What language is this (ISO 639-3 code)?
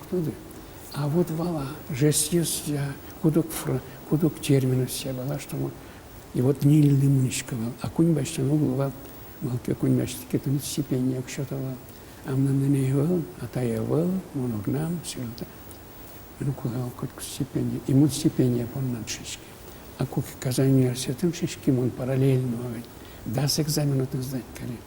udm